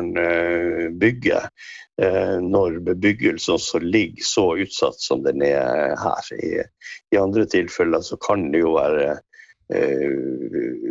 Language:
Norwegian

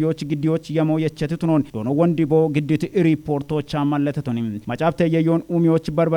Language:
Kafa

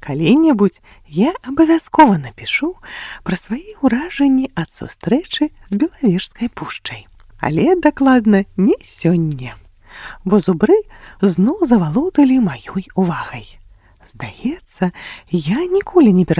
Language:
Belarusian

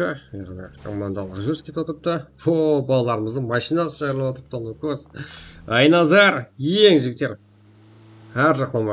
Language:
Kara-Kalpak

